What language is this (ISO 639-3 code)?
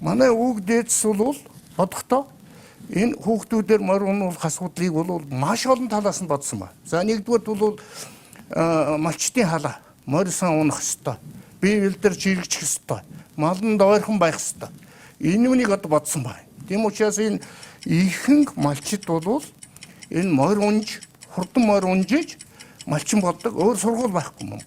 mon